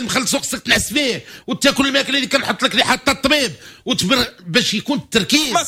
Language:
Moroccan Arabic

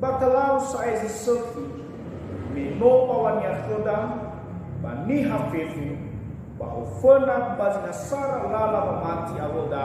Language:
Nias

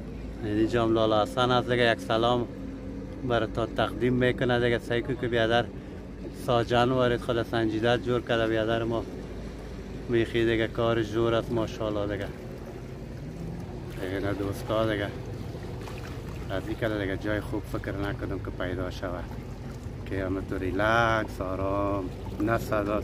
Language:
Persian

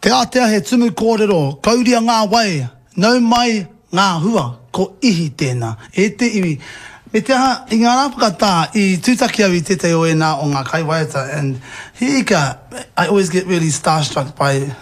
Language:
Māori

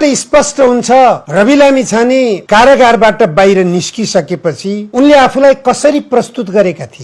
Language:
Nepali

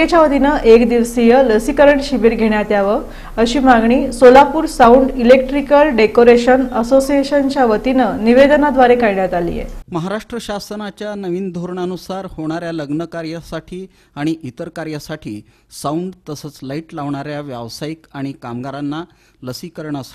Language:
Marathi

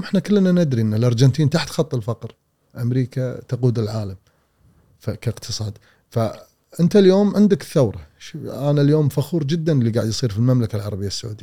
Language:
Gulf Arabic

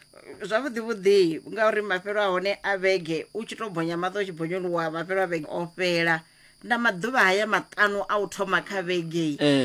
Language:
Venda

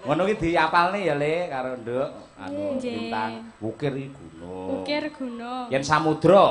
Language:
Javanese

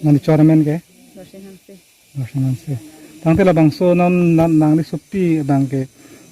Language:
Karbi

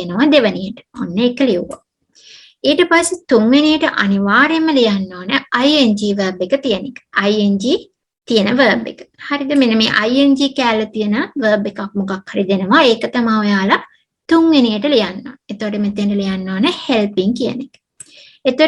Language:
Sinhala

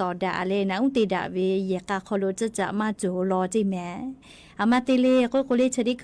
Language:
Lahu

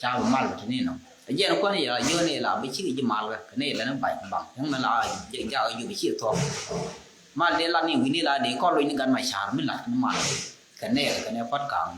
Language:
Nuer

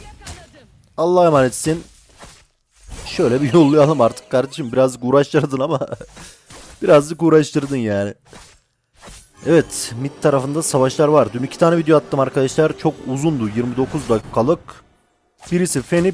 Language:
Turkish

